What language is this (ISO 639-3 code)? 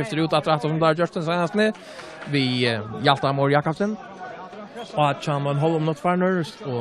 fao